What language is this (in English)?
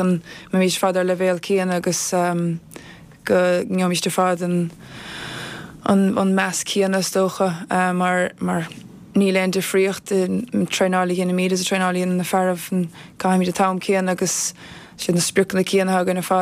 Irish